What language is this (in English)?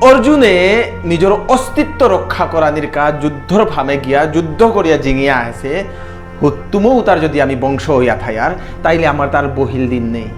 Bishnupriya